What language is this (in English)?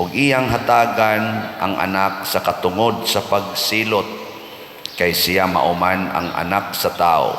Cebuano